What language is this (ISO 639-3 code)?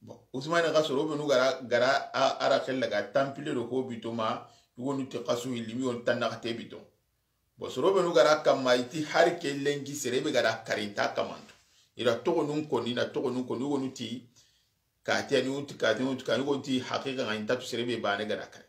snk